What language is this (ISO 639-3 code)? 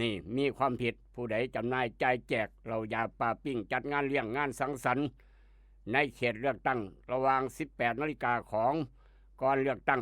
lao